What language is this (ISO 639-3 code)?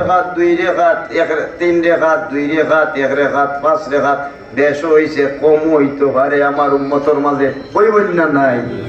syl